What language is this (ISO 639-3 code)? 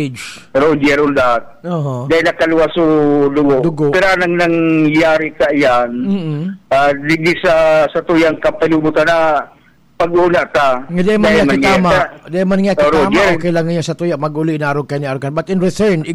bik